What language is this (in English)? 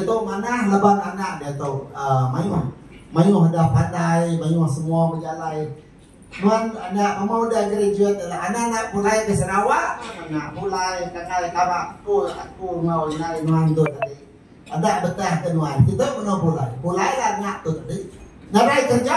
Iban